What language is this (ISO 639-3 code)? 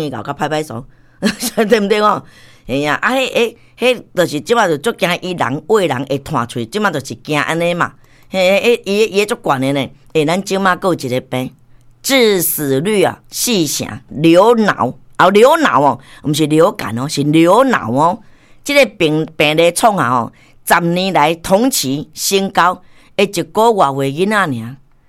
nan